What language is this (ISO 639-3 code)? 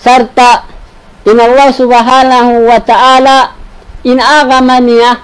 tsg